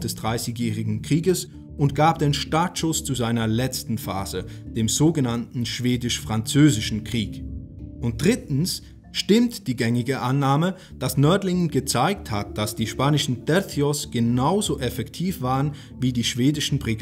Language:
German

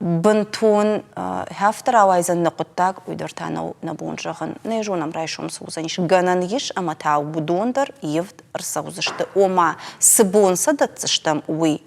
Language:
Ossetic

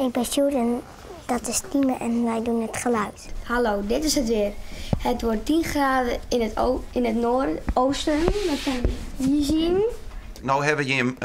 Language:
Western Frisian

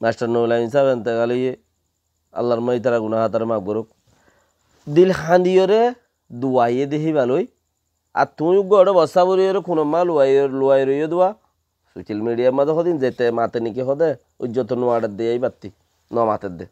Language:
Rohingya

